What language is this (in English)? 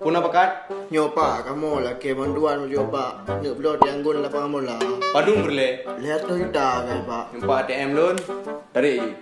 Achinese